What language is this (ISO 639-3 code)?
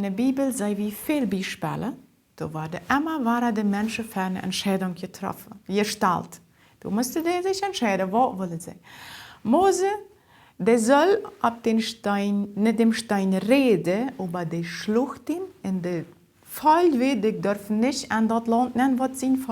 pdt